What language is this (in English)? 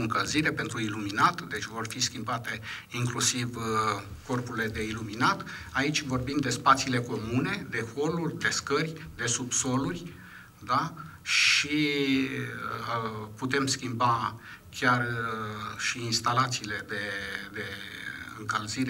Romanian